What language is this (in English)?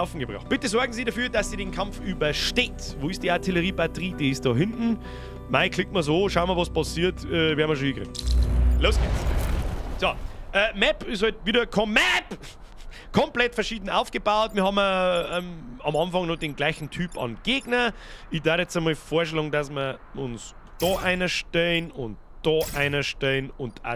Bavarian